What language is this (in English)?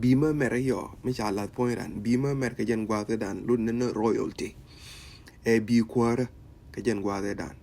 Nuer